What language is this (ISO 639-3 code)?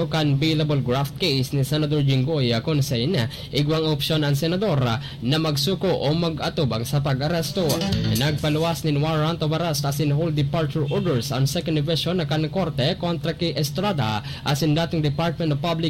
bik